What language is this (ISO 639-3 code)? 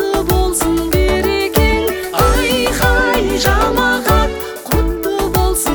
kaz